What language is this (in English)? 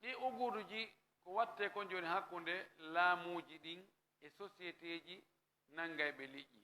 Fula